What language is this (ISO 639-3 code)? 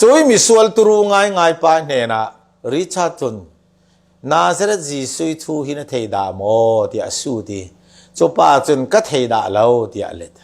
cfm